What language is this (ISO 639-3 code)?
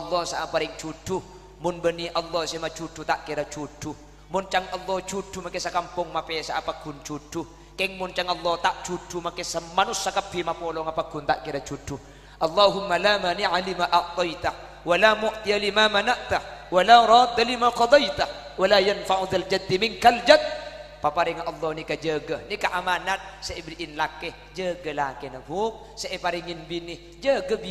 mad